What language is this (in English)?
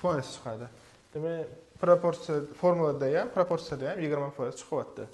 Uzbek